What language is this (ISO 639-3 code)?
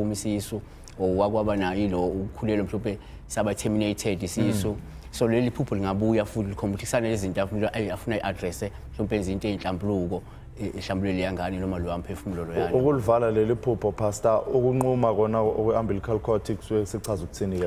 zul